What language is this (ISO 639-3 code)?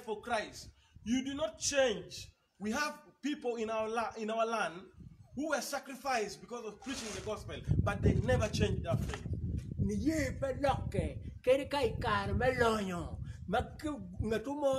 ach